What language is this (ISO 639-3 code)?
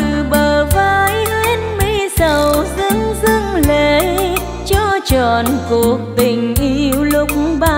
vie